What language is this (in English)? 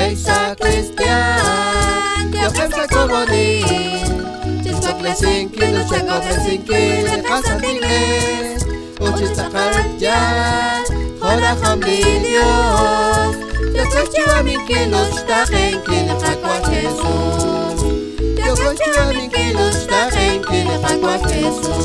Kekchí